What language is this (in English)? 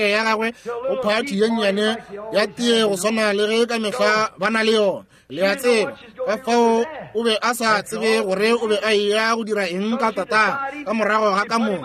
Northern Sotho